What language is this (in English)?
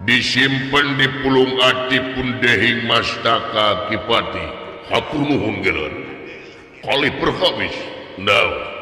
Sundanese